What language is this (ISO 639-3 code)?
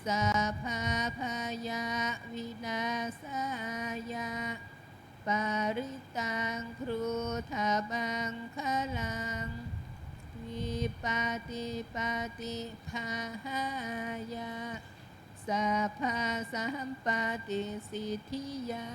pli